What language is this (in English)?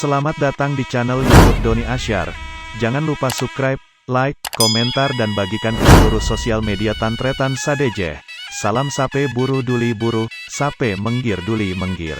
Madurese